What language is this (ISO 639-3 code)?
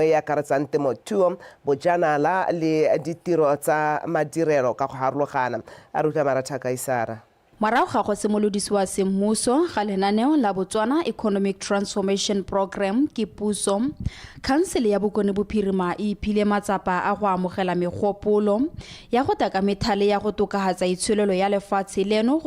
tsn